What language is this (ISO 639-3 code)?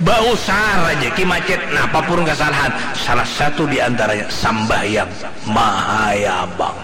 bjn